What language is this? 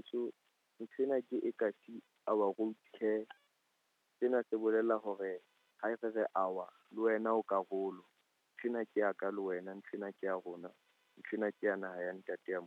Southern Sotho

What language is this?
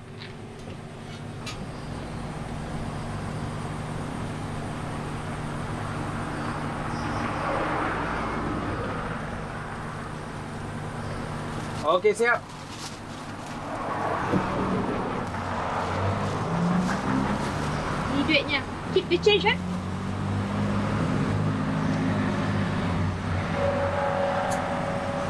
Malay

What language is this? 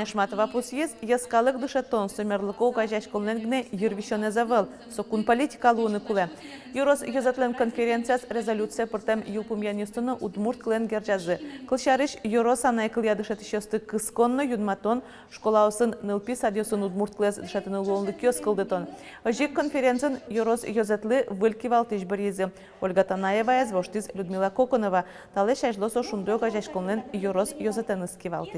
Udmurt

